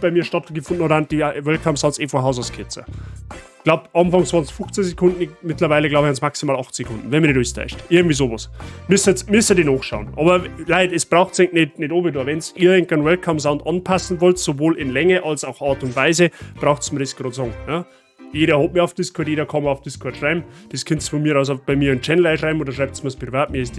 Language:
Bavarian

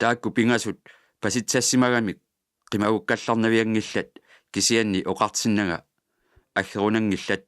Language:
Kalaallisut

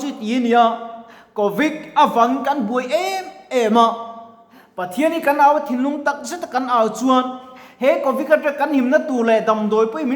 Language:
Mizo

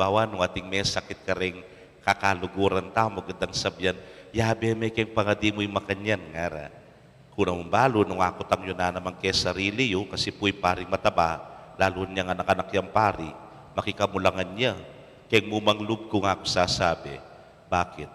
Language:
Pampanga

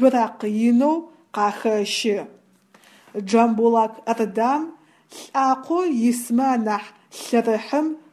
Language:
Adyghe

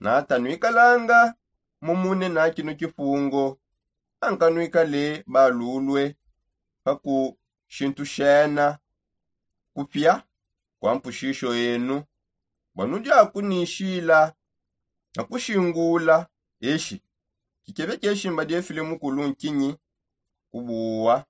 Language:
Songe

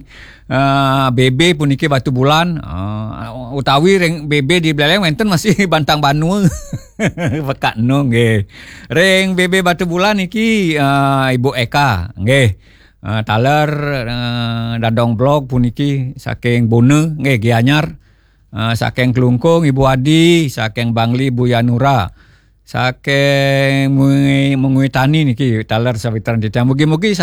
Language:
Balinese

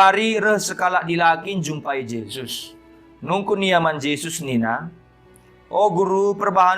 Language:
Batak Karo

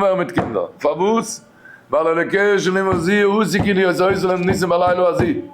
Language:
Yiddish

